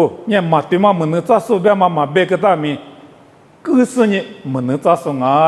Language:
Lisu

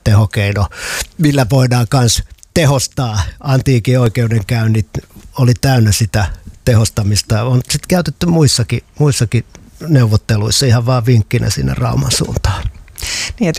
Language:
Finnish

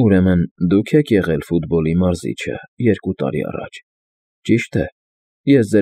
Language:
Armenian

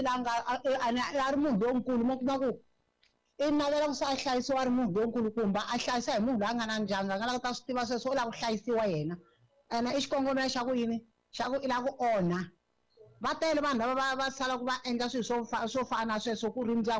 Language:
Tsonga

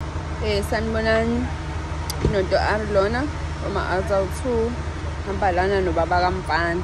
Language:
Zulu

